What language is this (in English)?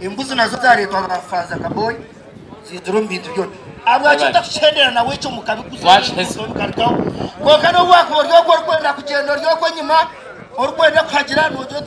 Nyankole